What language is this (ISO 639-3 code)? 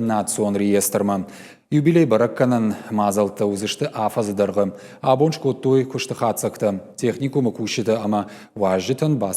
oss